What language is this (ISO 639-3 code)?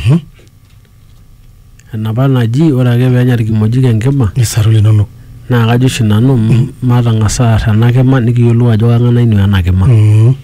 mas